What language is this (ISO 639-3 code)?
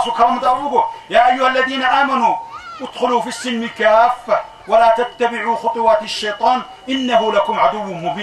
ava